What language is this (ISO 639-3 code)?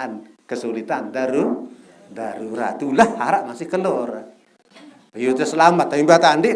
sas